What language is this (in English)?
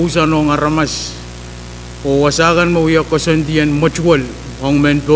Pohnpeian